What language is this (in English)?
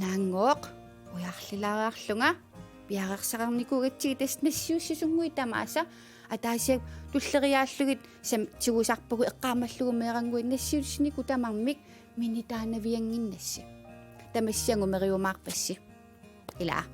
Kalaallisut